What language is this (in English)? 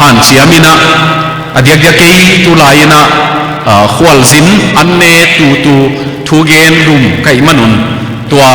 Tedim Chin